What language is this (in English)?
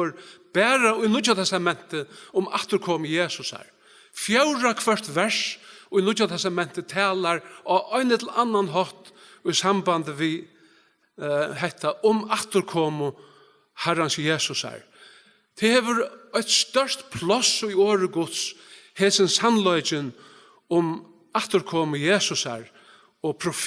Faroese